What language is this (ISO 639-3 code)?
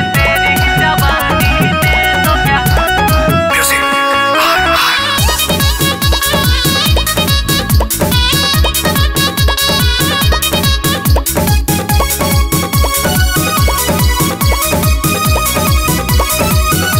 bho